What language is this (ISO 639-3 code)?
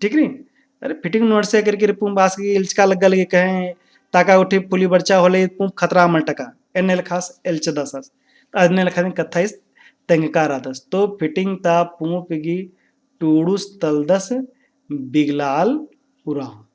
kru